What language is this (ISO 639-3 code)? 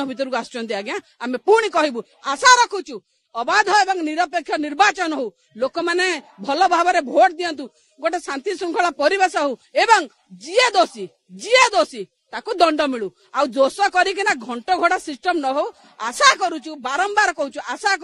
ori